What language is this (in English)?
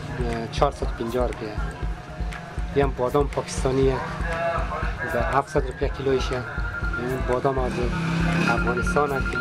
Persian